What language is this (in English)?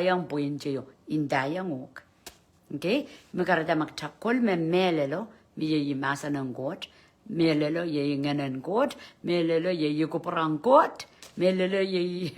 Pohnpeian